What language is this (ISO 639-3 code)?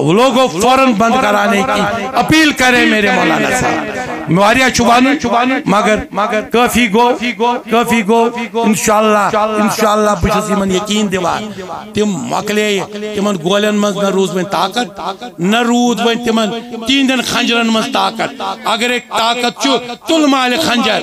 kas